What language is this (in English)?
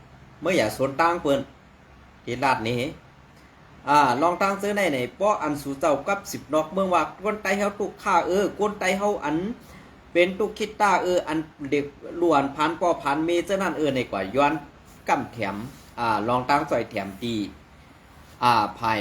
Shan